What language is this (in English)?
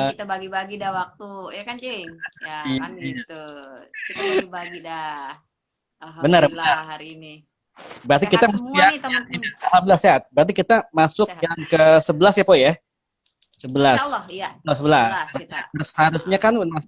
Betawi